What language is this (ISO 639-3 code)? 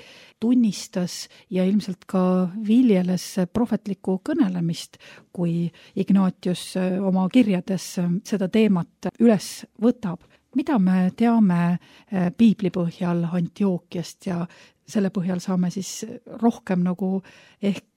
est